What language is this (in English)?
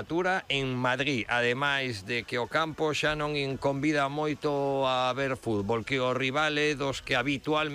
Galician